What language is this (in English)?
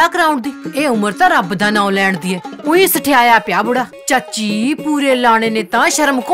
Punjabi